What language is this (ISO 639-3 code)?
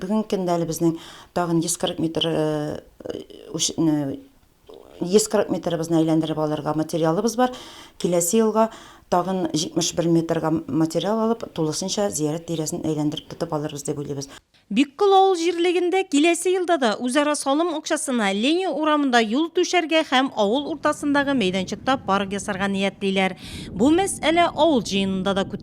tat